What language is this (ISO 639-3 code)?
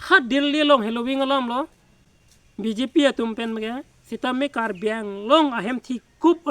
mjw